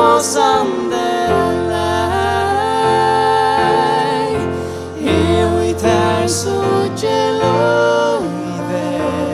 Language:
Faroese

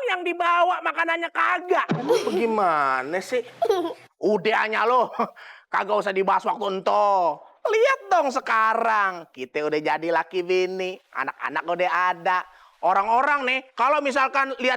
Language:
Betawi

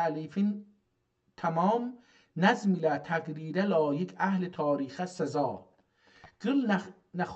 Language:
South Azerbaijani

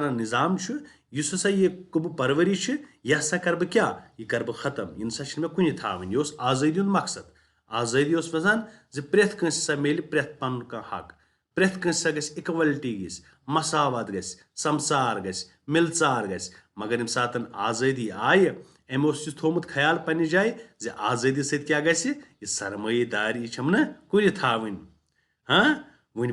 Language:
Kashmiri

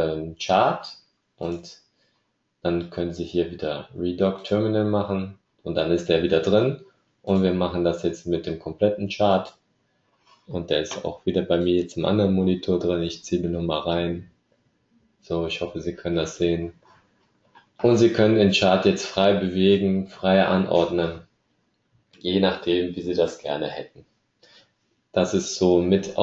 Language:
German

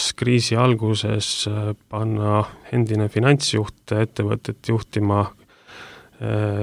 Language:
Estonian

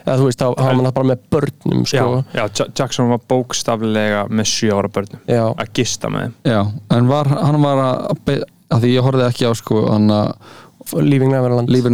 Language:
Icelandic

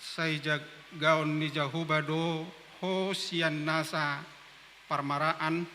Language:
Batak Toba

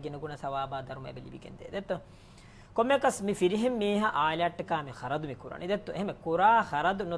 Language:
Divehi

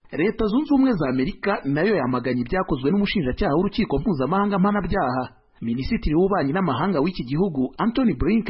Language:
Kinyarwanda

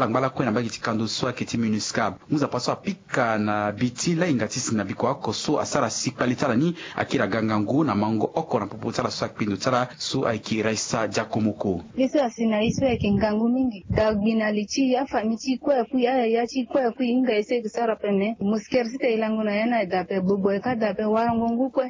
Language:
Sango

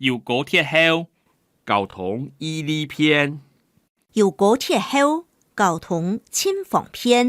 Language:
Hakka Chinese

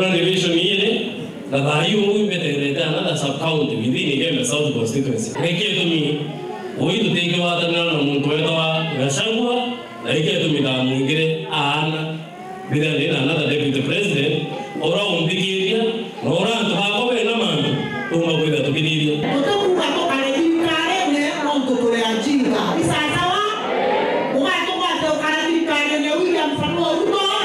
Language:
Meru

